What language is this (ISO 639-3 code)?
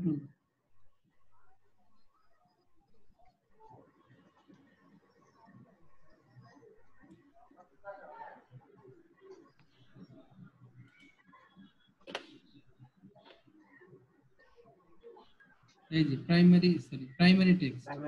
ben